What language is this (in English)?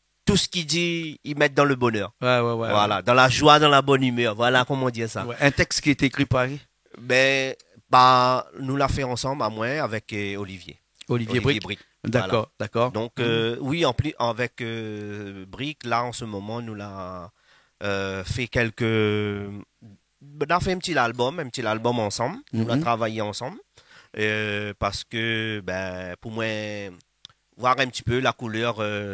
Réunion Creole French